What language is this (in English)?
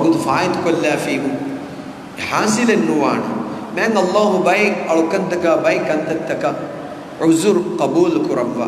Divehi